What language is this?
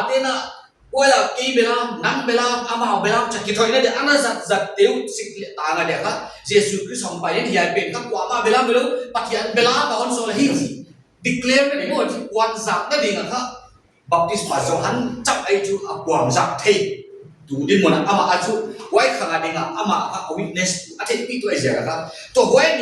Paite Chin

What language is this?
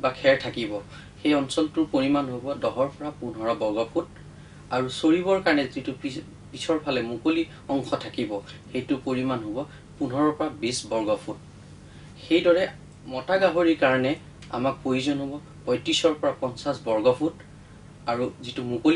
Assamese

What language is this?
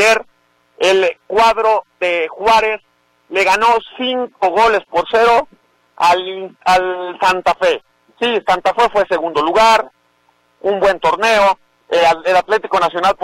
Spanish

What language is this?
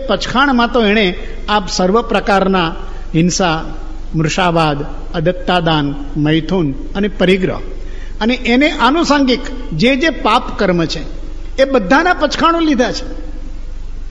Gujarati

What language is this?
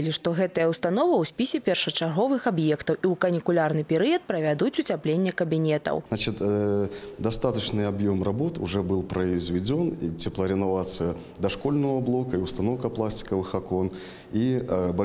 Belarusian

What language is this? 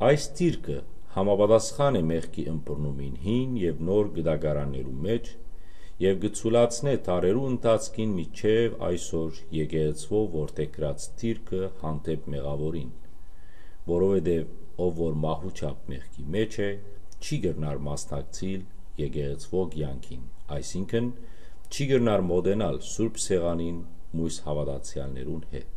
Western Armenian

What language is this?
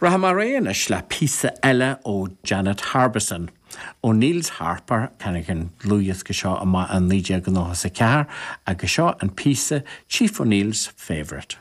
Irish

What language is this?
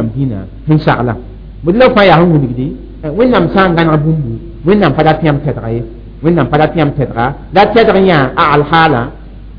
Mossi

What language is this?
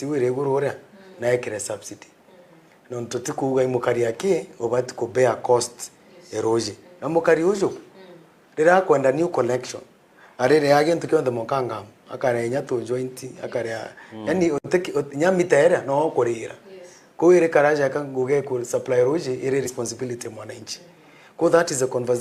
Meru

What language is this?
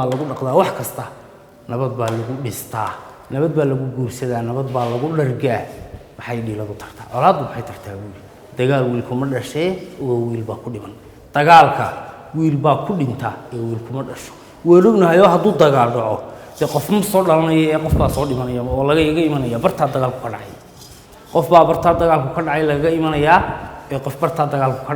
Somali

